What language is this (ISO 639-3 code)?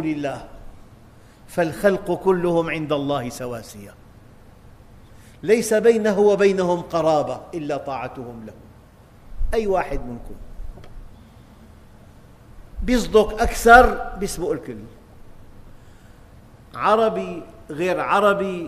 ara